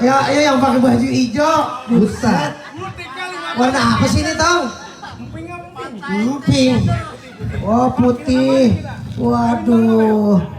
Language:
Betawi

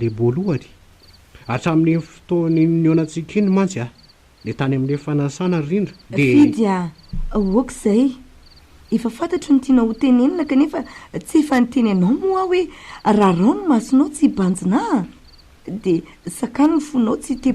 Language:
Malagasy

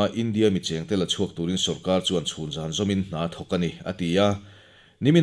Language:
Mizo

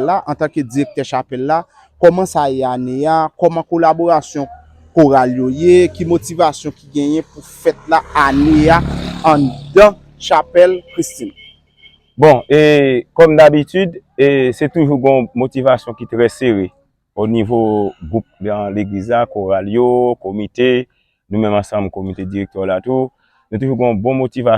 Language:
Haitian Creole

